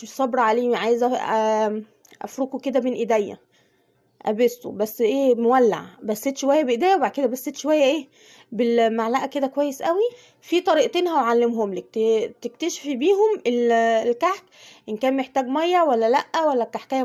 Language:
Egyptian Arabic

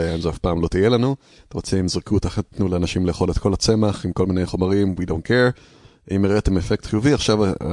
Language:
Hebrew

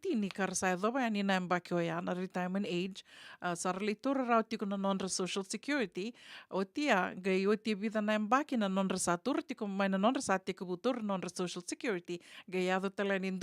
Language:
Fijian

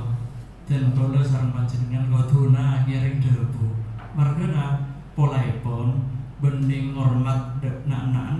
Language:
Madurese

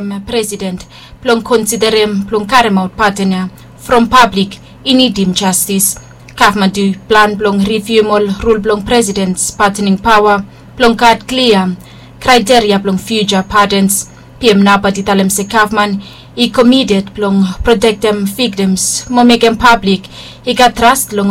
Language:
Bislama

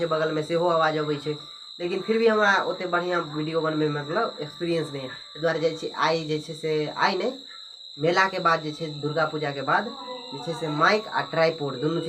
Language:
Maithili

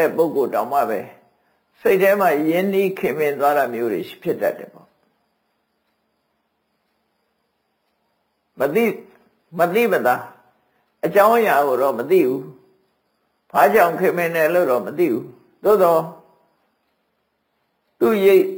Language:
Burmese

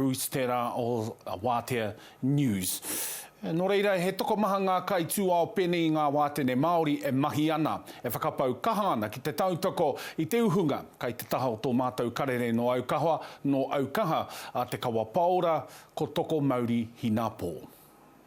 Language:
Māori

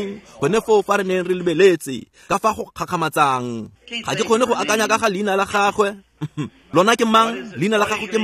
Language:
Tswana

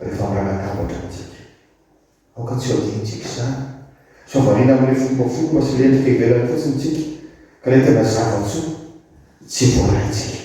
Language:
Malagasy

